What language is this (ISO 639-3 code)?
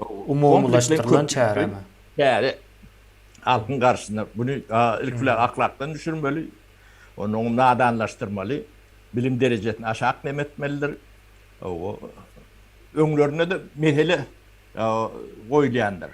tuk